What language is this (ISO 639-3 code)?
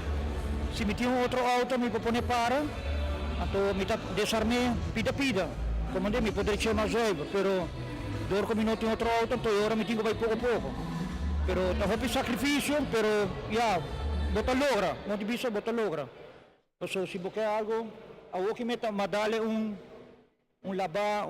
pap